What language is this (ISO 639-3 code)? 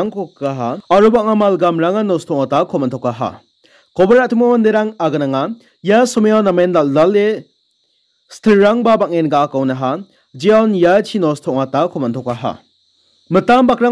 grt